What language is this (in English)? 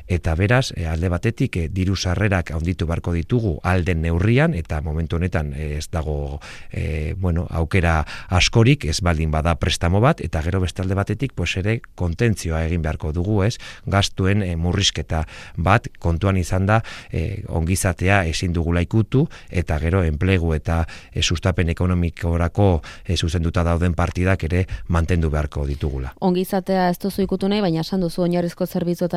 Basque